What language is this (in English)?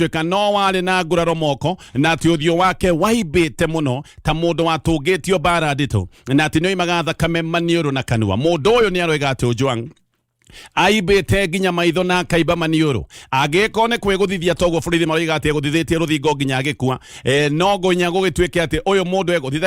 Kikuyu